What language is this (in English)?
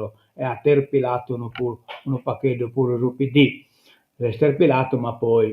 Sardinian